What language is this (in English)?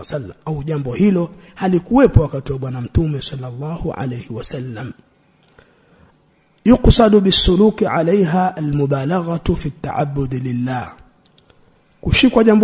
Swahili